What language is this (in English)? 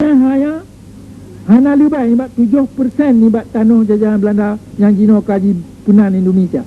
Achinese